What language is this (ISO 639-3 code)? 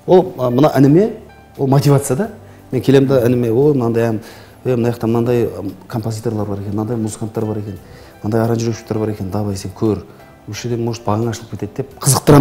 kaz